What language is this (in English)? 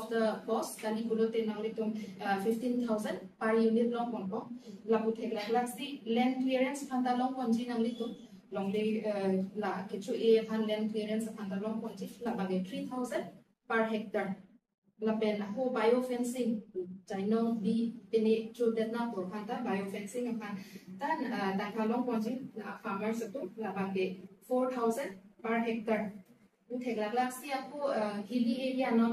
Karbi